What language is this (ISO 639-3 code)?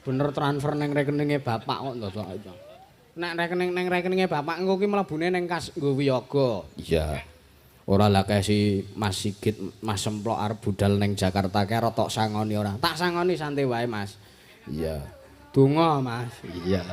jav